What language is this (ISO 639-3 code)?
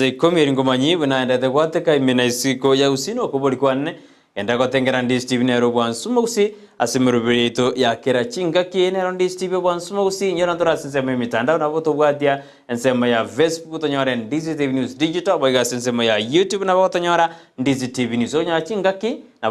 guz